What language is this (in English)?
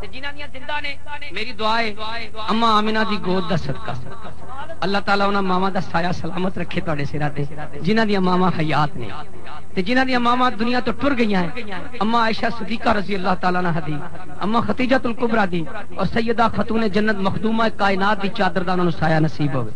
Western Panjabi